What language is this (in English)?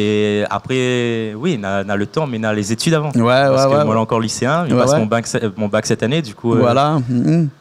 Réunion Creole French